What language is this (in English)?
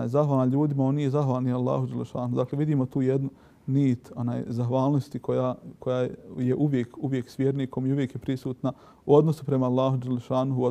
Bosnian